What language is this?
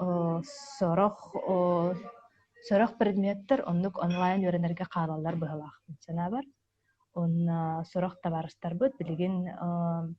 Yakut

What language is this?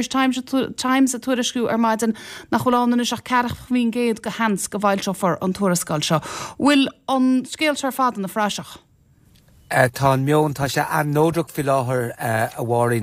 Irish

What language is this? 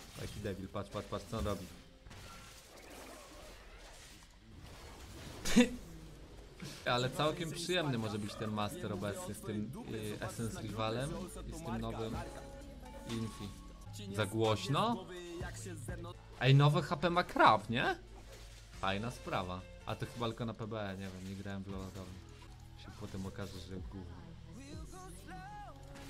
Polish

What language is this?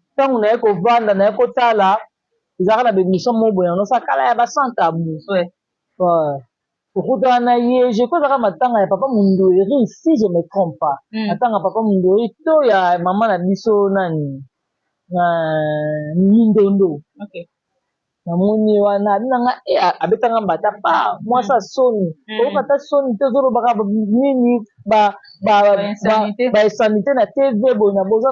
Lingala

